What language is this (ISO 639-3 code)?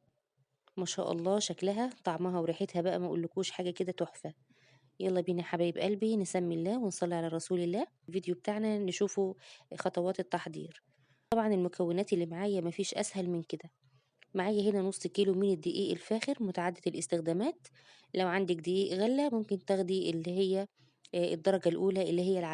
arz